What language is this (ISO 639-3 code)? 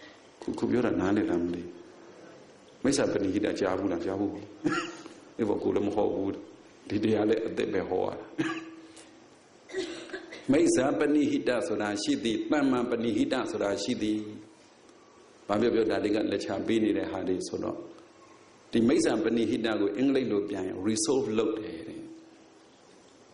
mya